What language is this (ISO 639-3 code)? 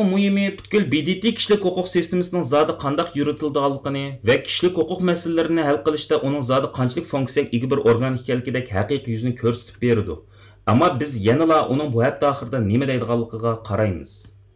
uig